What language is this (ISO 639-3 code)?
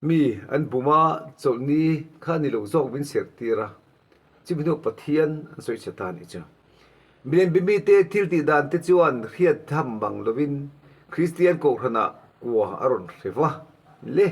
lus